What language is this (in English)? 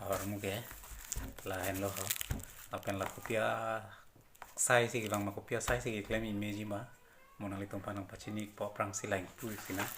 Karbi